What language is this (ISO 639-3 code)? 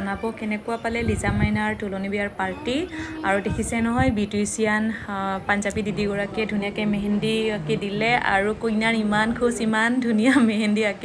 asm